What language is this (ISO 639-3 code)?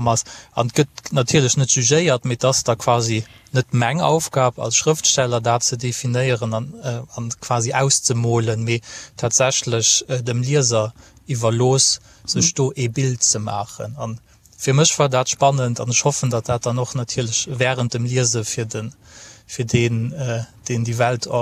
ltz